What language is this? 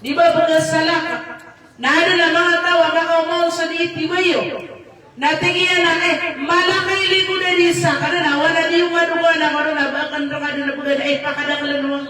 Maranao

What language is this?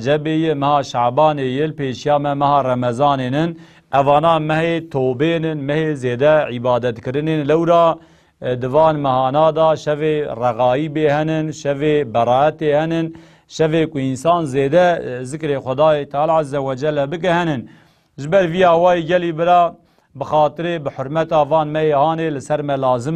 Kurdish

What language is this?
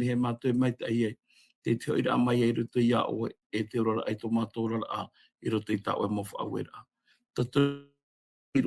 Tahitian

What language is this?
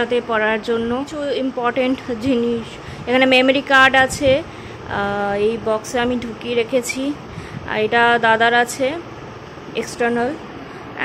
Bangla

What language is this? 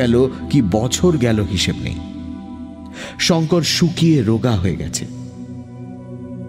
Bangla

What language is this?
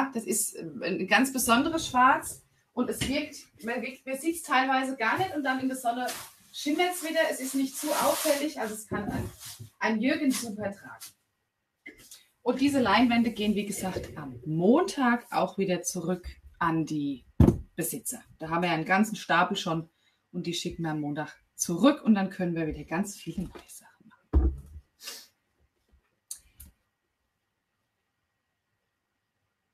German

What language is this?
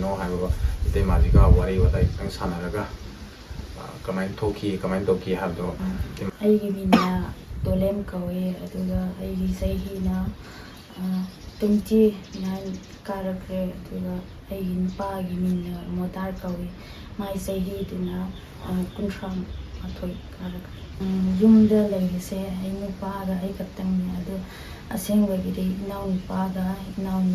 Manipuri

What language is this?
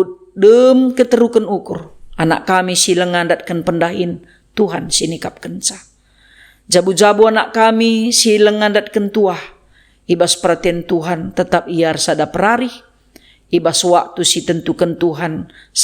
Batak Karo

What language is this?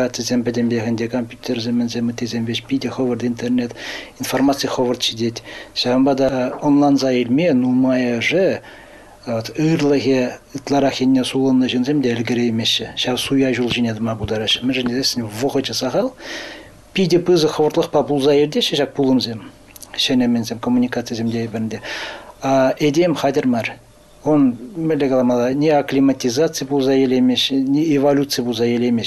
Chuvash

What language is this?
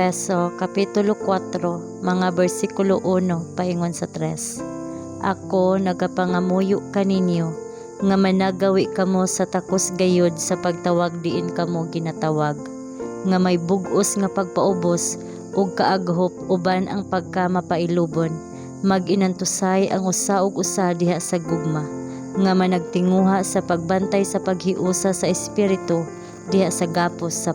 Cebuano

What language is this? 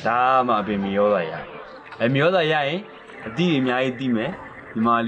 Burmese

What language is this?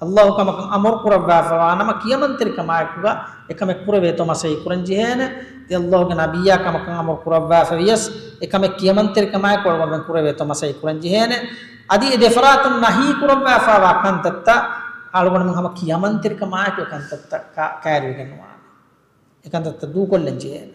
Divehi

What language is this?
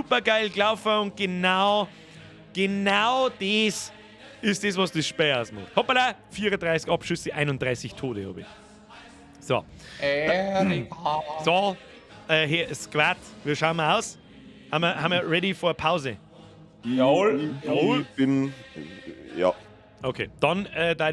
Bavarian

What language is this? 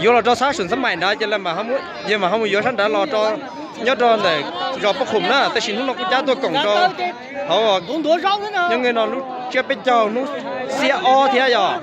Hmong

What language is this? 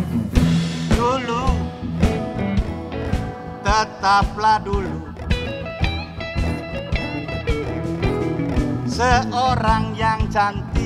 Indonesian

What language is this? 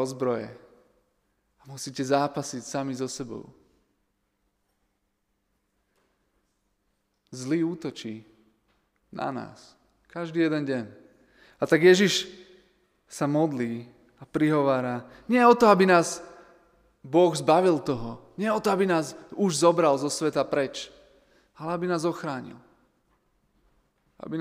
Slovak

